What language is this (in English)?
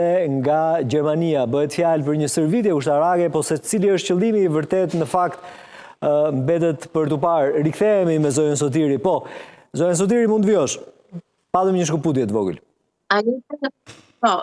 Albanian